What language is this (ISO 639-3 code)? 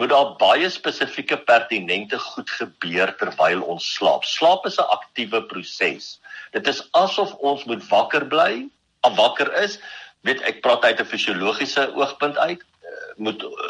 afr